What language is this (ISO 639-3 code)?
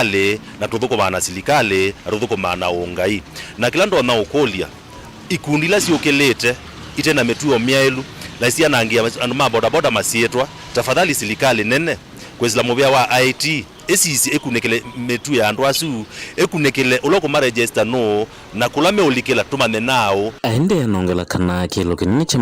kam